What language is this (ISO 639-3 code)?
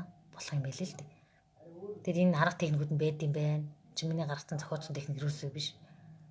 mon